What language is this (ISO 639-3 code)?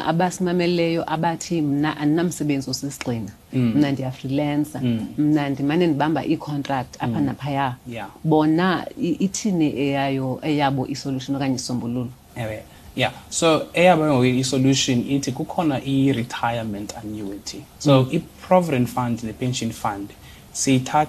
xho